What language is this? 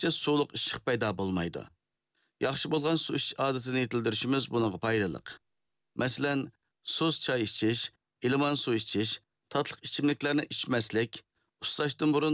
Uyghur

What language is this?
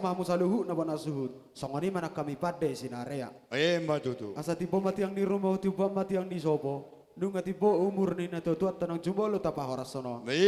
Batak Toba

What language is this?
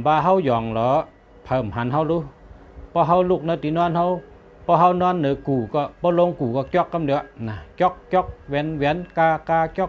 Shan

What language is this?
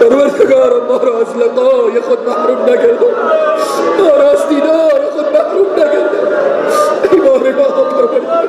Persian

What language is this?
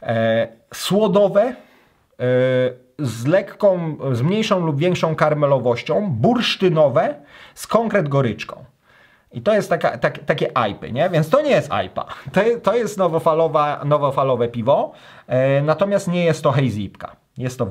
Polish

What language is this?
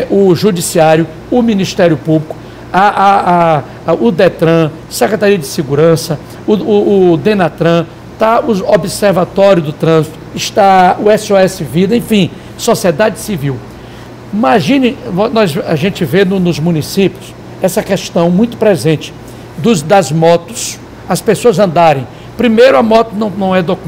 Portuguese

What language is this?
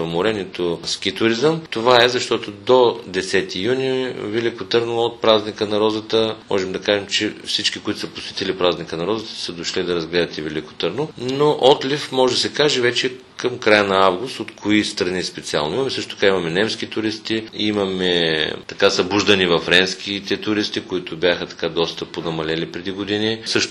Bulgarian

